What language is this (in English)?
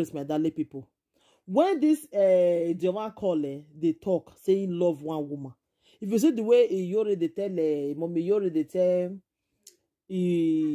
Nigerian Pidgin